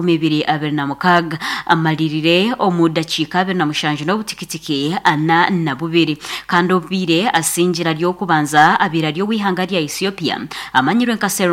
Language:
Nyankole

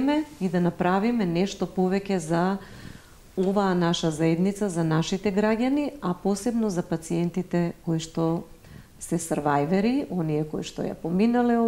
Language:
Macedonian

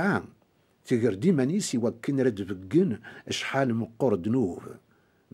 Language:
Kabyle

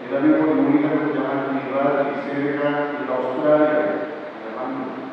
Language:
Papiamento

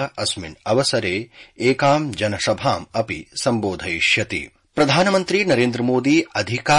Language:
Sanskrit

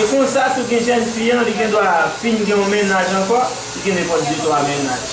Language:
Haitian Creole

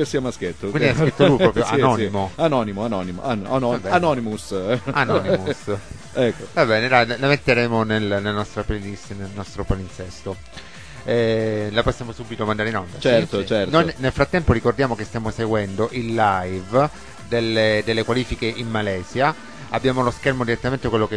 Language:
Italian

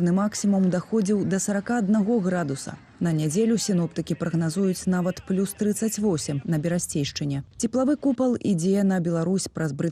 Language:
Belarusian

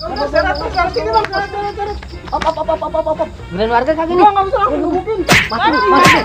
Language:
Betawi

